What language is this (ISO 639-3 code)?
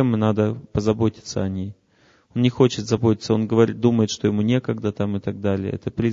rus